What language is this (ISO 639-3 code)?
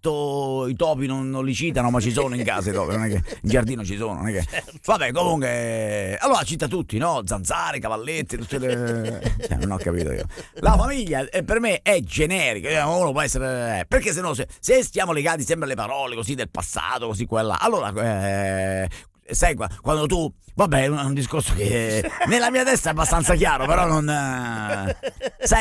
ita